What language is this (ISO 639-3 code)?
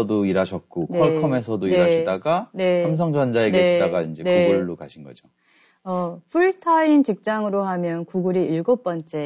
kor